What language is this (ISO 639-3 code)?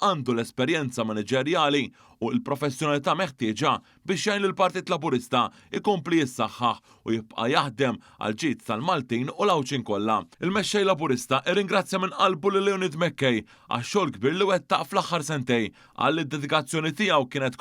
mlt